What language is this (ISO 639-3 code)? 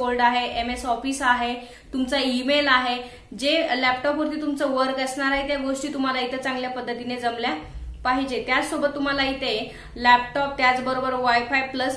mar